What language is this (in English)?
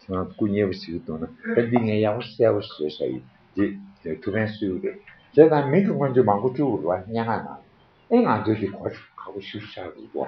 Tibetan